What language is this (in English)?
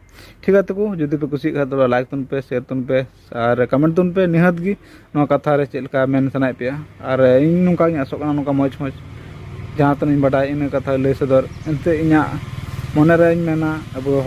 Santali